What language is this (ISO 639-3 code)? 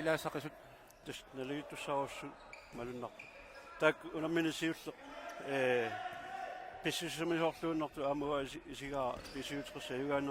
kal